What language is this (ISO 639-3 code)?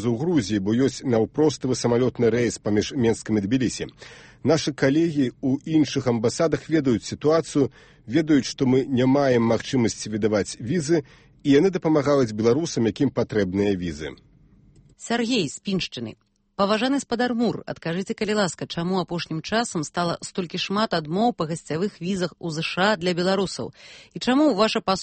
bel